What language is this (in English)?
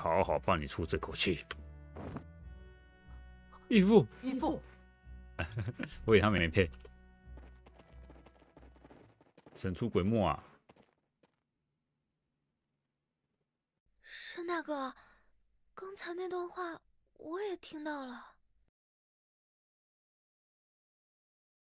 Chinese